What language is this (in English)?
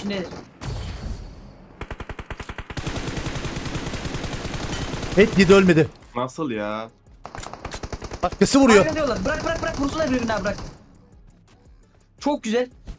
Turkish